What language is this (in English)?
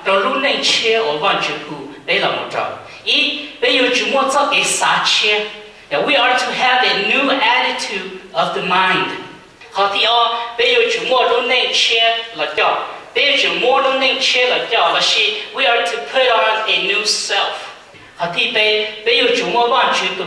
Hmong